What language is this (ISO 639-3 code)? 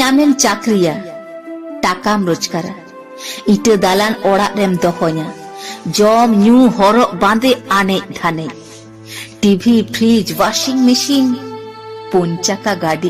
sat